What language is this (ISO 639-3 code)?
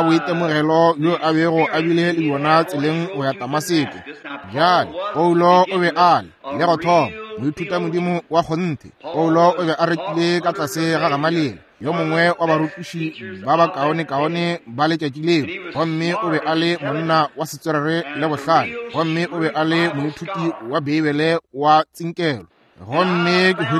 nso